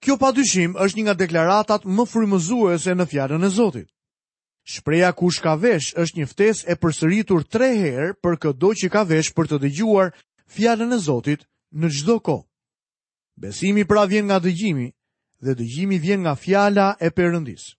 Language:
Albanian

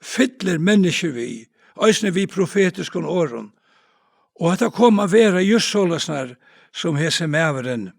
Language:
Faroese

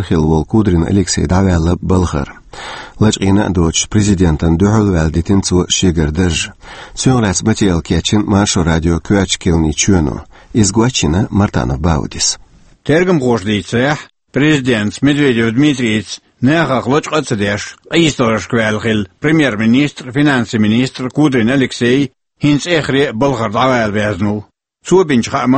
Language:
Chechen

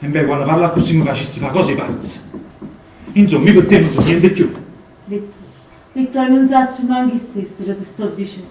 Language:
Neapolitan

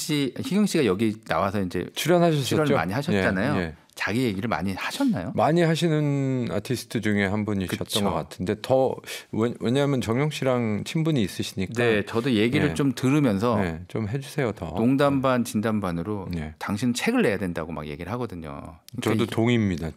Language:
Korean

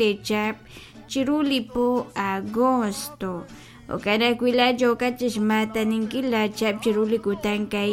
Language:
Kekchí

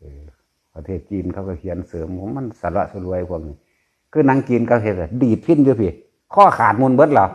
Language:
Northeastern Thai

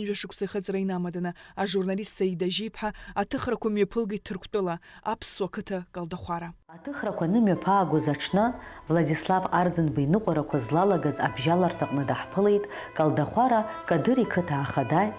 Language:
Abkhazian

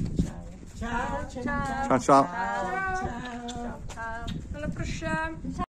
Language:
Italian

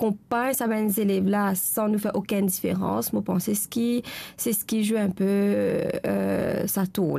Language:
Morisyen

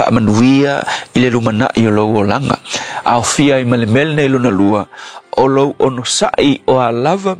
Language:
Samoan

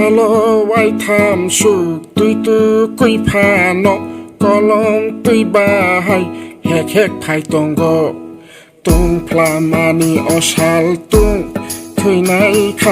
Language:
Kok Borok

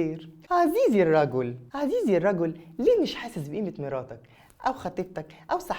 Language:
Egyptian Arabic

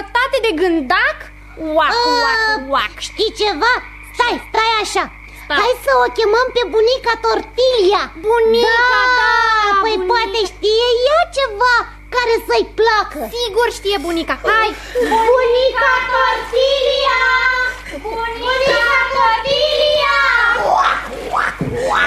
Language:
Romanian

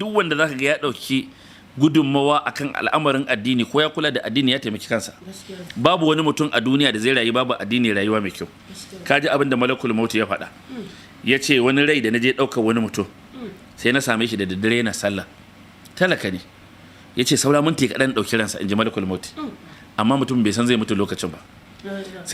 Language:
Hausa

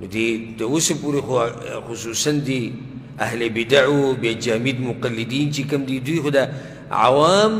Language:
Pashto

